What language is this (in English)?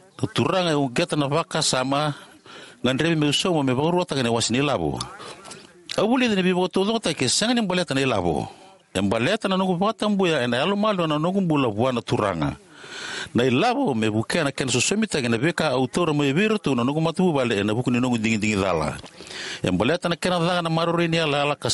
Fijian